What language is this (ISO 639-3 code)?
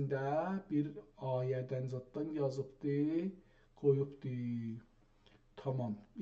azb